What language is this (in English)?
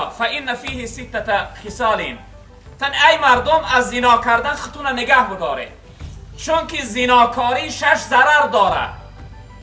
Tajik